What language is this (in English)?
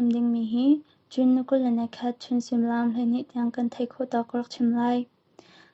Hakha Chin